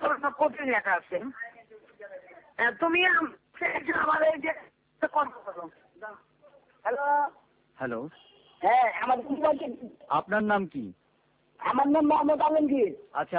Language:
Bangla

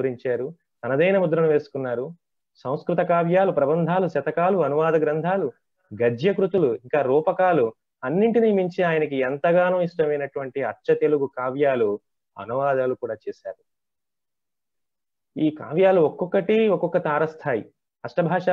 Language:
Telugu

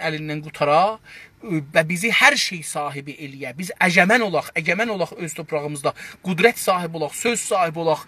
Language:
South Azerbaijani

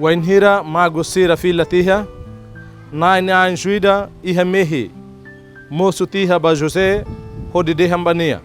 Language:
Tetum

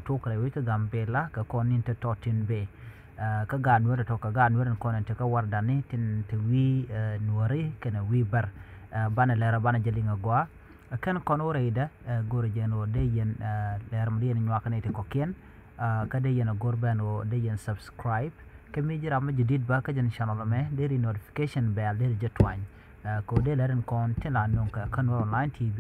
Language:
Nuer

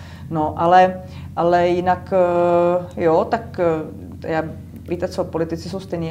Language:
Czech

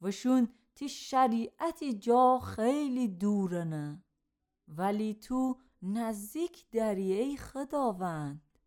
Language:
Gilaki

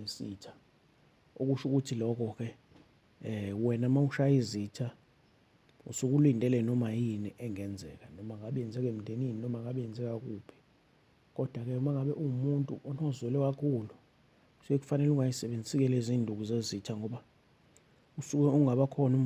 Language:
Zulu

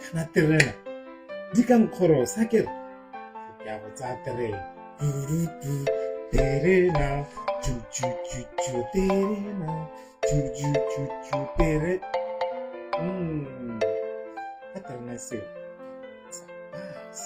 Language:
Tswana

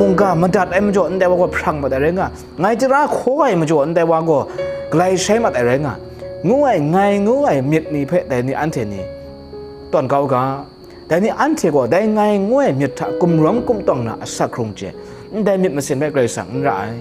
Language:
Kachin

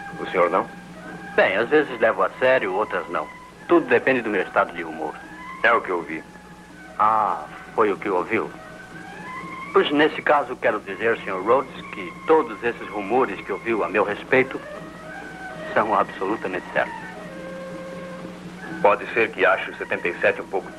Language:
Portuguese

